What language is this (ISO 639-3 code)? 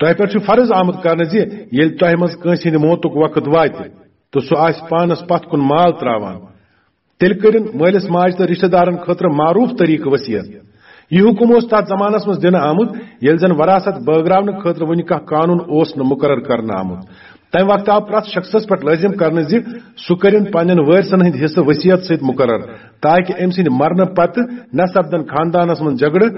kas